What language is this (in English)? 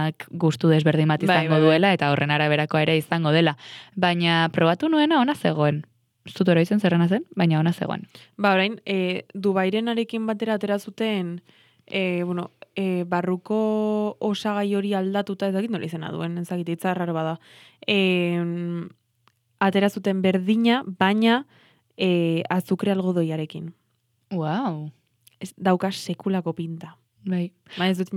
Basque